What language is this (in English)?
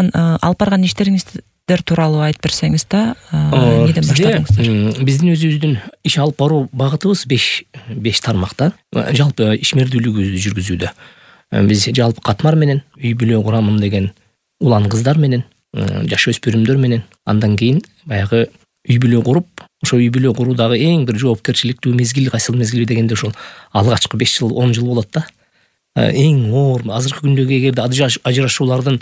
Kyrgyz